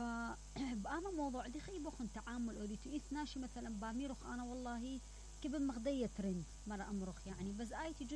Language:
Mesopotamian Arabic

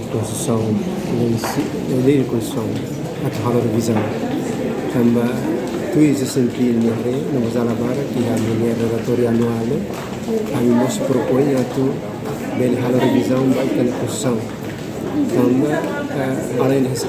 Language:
Tetum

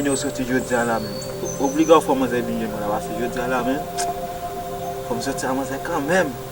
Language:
Haitian Creole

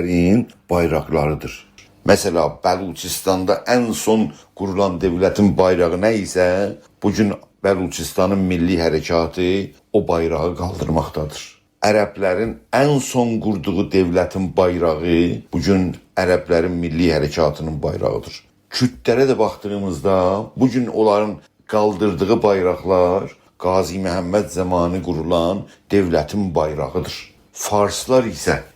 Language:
South Azerbaijani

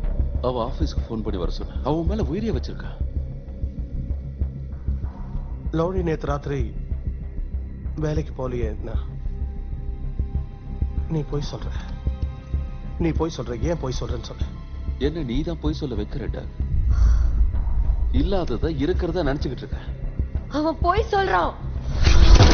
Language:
Tamil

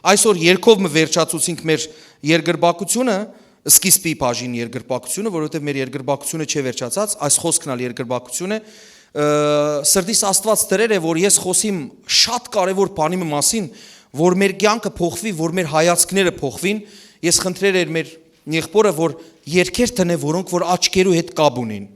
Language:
Western Armenian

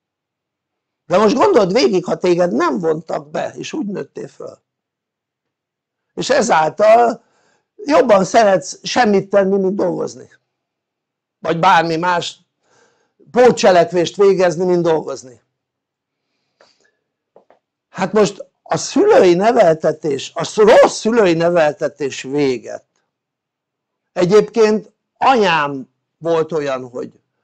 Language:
Hungarian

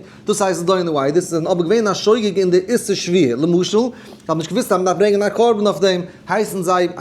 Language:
Yiddish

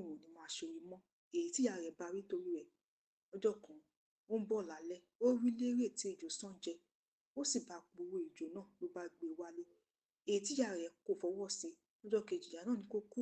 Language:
Yoruba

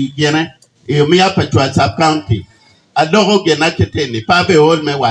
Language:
Acoli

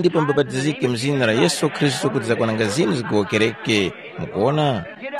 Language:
Tumbuka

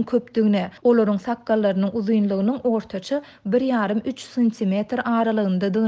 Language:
Turkmen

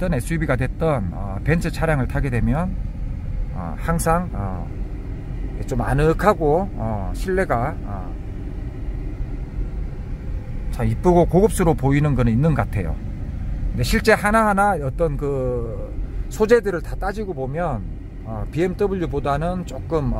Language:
Korean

